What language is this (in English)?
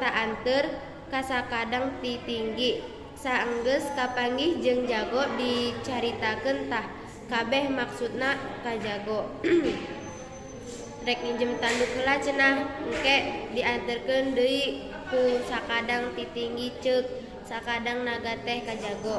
Sundanese